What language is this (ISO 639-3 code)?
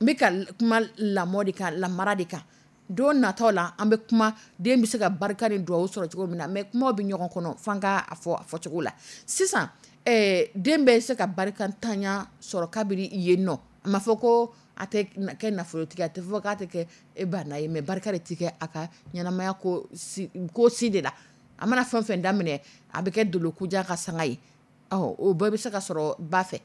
dyu